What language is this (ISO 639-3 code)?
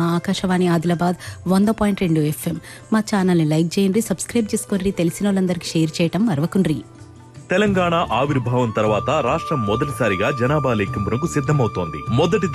tel